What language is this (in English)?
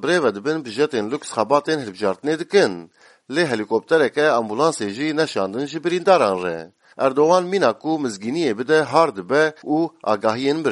Kurdish